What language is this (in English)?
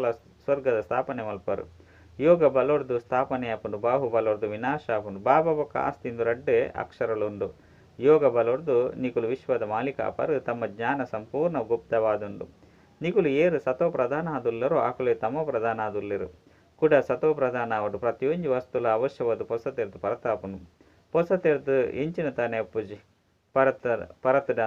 Tulu